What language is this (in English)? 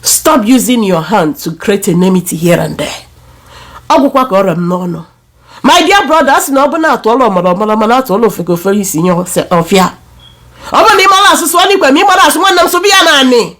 Igbo